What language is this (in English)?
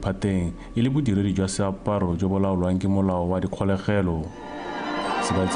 Tswana